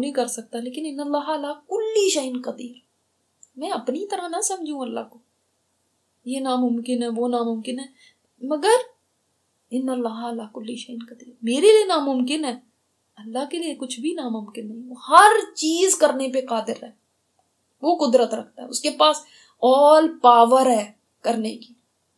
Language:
Urdu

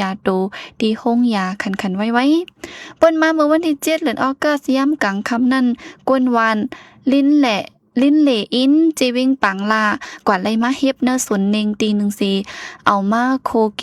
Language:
Shan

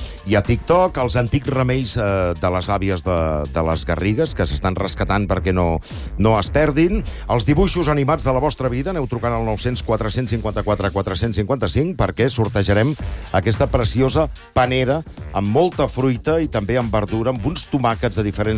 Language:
Catalan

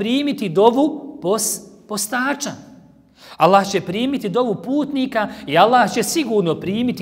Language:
Bosnian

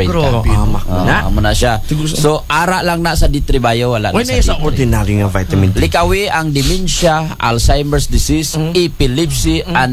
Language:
Aklanon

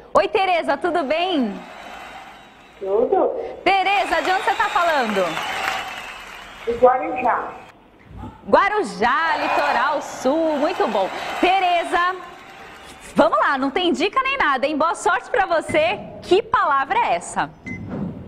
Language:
Portuguese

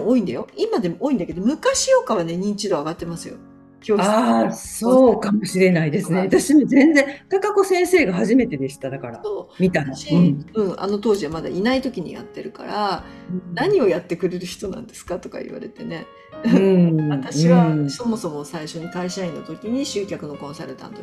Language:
Japanese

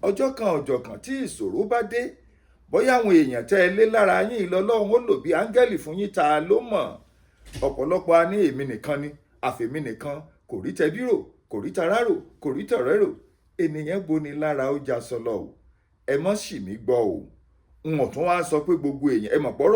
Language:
Yoruba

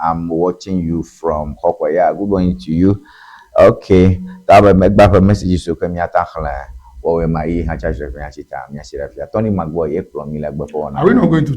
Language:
Ewe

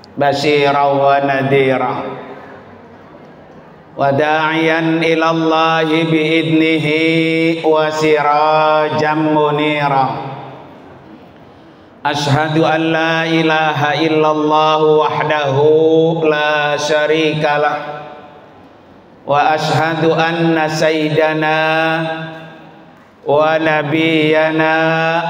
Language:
Indonesian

